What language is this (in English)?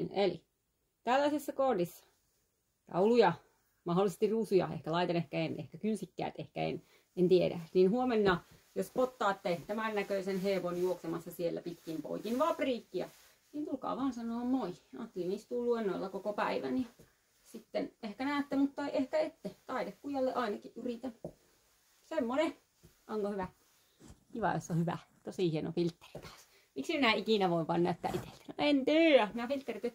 Finnish